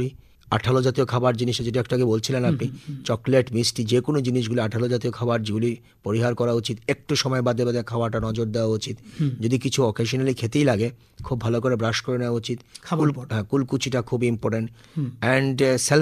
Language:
Bangla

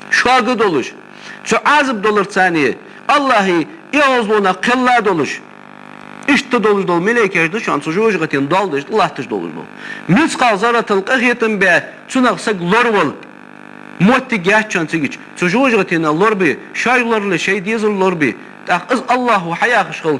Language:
Ingush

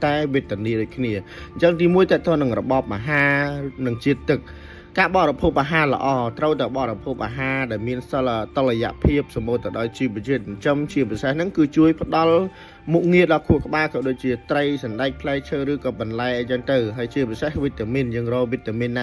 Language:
Khmer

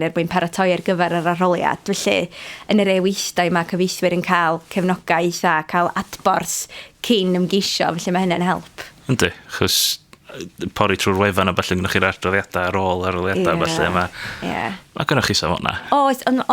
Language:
Welsh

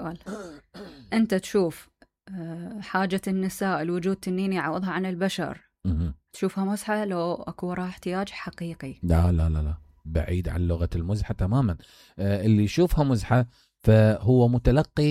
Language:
Mesopotamian Arabic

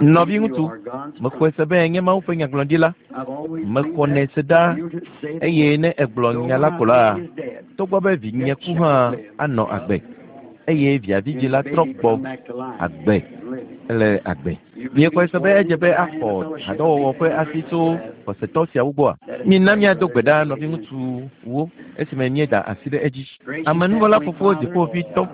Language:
Ewe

